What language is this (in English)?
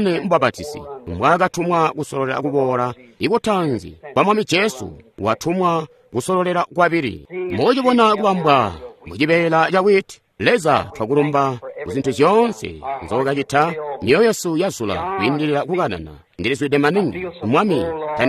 Tonga (Zambia)